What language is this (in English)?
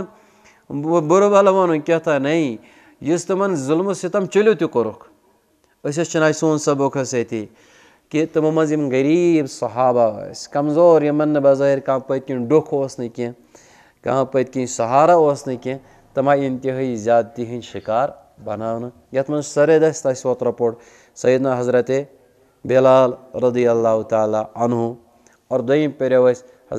Kashmiri